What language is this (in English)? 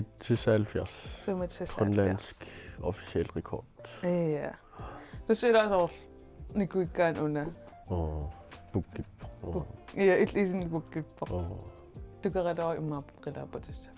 Kalaallisut